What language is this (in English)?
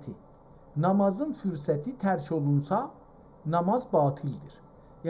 South Azerbaijani